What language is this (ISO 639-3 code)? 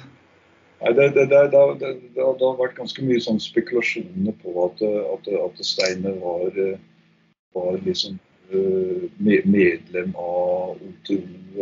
nor